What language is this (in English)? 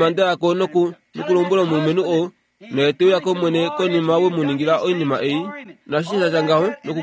Kuanyama